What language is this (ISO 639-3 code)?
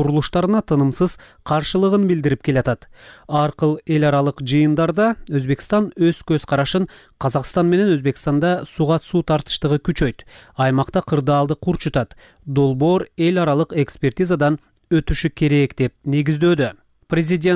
kir